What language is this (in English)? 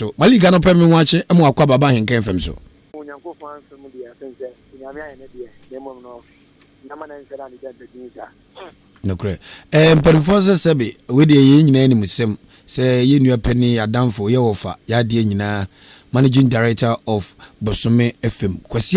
Akan